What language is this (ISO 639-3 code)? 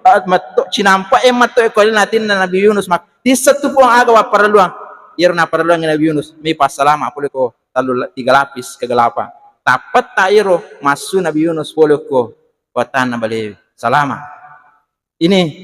bug